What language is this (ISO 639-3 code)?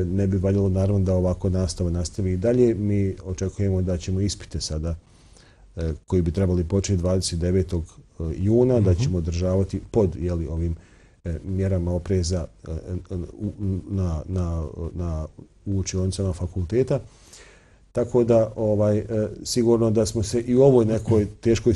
bos